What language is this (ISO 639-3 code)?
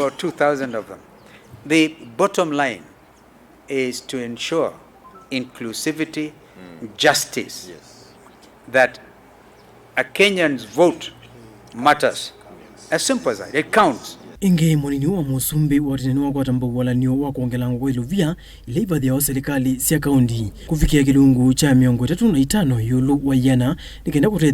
kam